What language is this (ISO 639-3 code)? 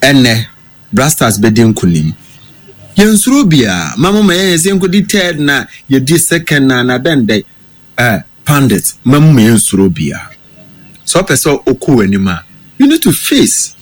aka